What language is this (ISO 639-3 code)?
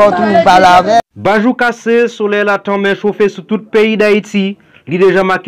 hat